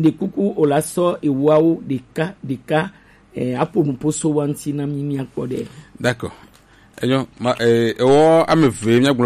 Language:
Gen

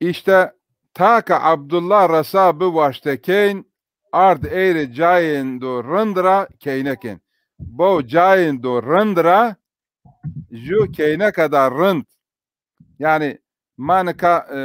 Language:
Zaza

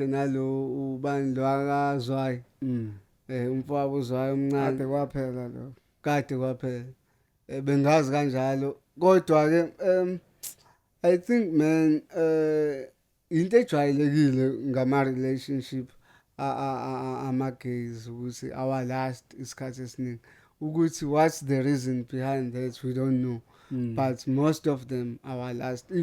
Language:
Zulu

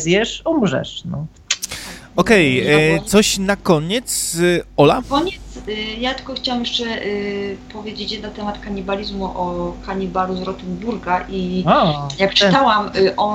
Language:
Polish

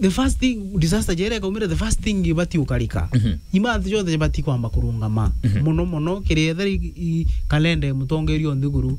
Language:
Meru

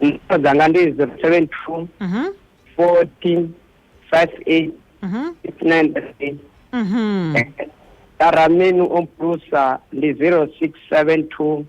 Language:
Venda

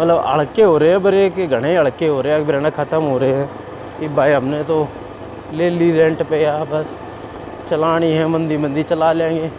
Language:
Haryanvi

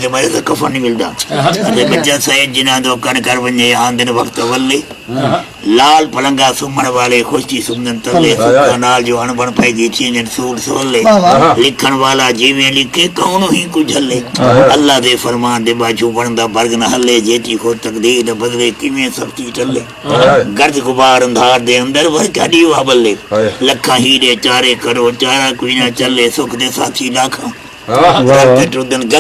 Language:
Saraiki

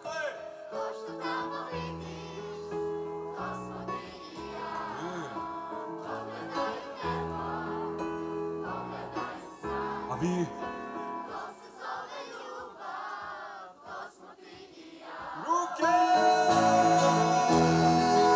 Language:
Croatian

